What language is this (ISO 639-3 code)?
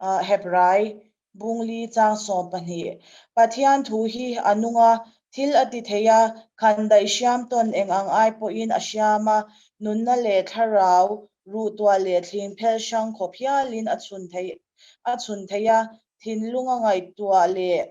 lus